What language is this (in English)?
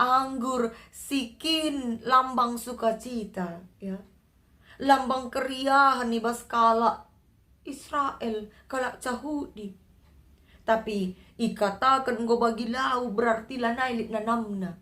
Batak Karo